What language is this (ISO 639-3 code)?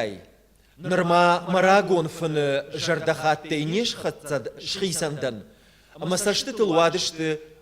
oss